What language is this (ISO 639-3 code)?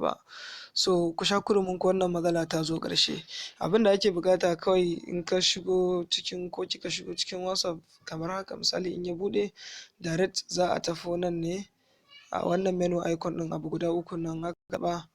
hau